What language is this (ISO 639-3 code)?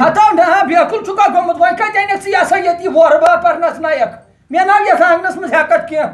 kas